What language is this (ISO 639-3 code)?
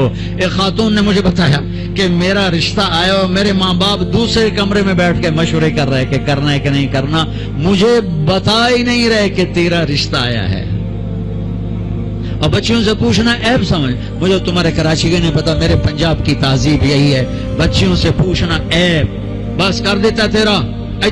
urd